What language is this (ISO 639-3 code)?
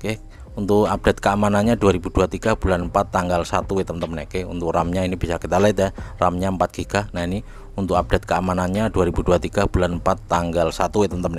ind